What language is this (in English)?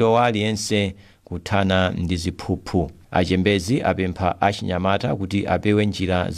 Nyanja